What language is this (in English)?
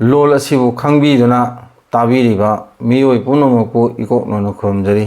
Manipuri